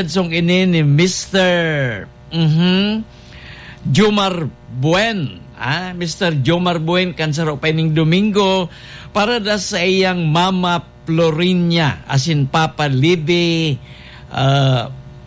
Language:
Bikol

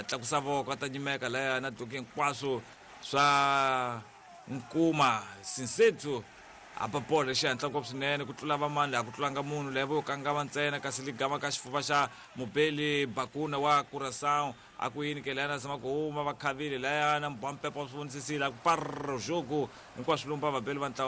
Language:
Tsonga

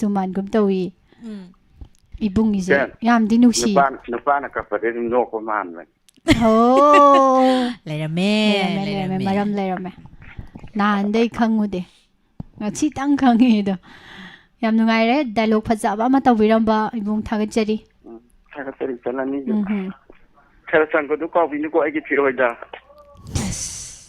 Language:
Manipuri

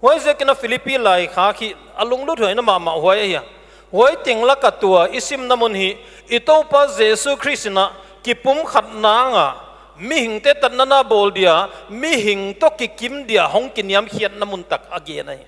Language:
Paite Chin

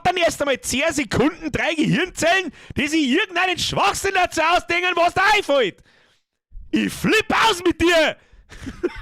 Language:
Bavarian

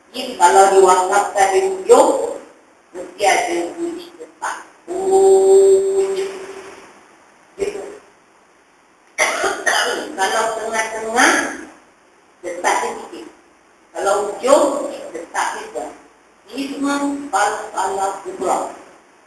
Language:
Malay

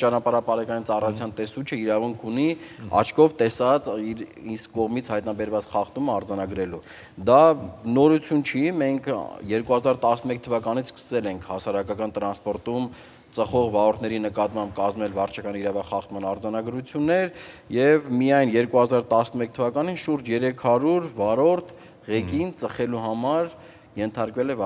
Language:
Armenian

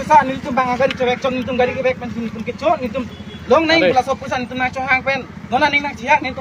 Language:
Karbi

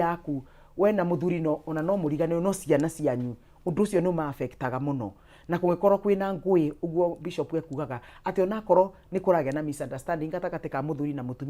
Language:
Kikuyu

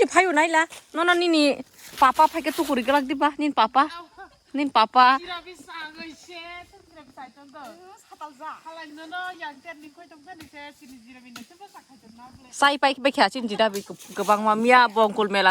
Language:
Kok Borok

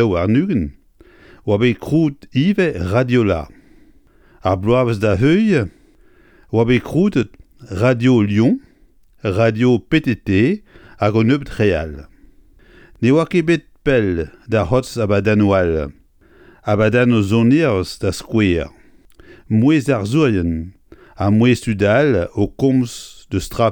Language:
Breton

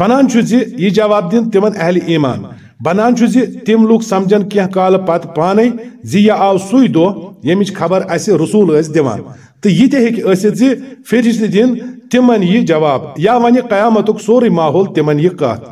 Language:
Kashmiri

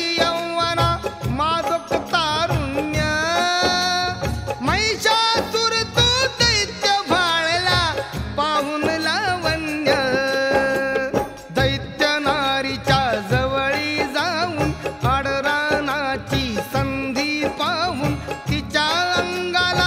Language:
Marathi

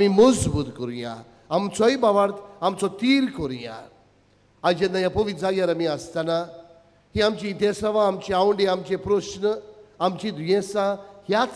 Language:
Konkani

